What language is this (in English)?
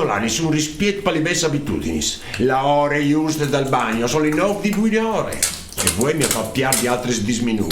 Friulian